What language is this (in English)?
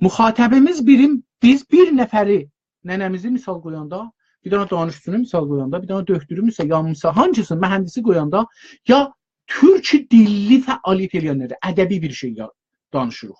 South Azerbaijani